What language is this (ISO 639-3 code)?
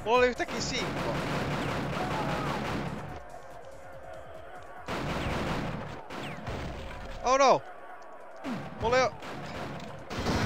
fin